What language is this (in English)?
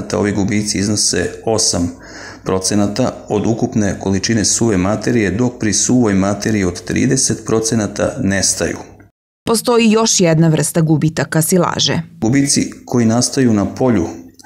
Serbian